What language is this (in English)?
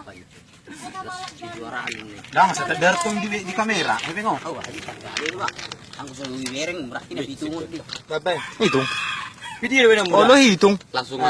Batak Toba